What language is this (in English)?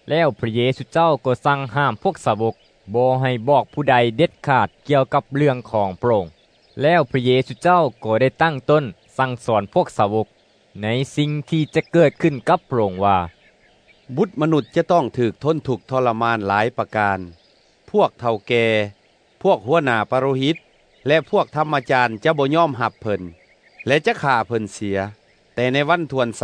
Lao